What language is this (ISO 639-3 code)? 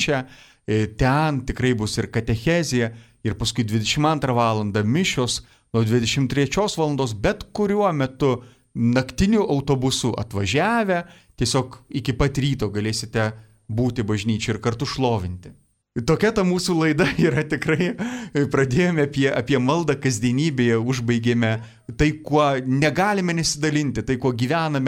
lit